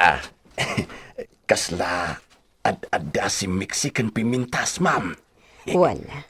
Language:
Iloko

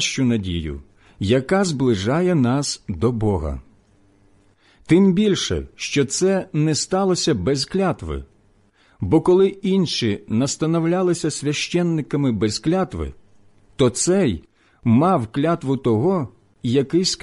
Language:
Ukrainian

